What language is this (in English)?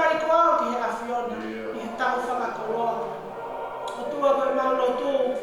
Tongan